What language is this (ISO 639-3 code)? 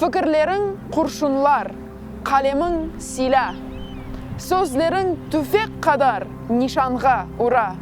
crh